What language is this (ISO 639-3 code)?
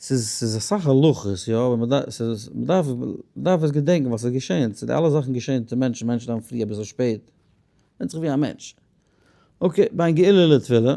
yid